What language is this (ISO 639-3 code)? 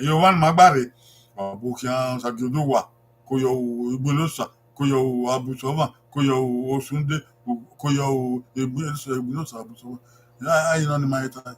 bin